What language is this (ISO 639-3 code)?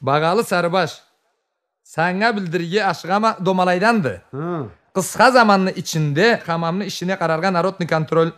krc